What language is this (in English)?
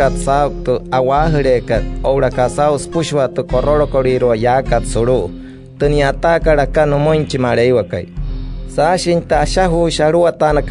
Wayuu